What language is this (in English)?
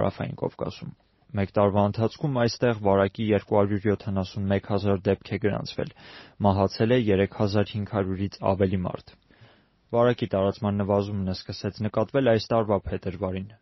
Armenian